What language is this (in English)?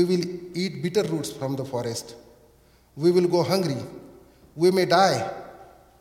English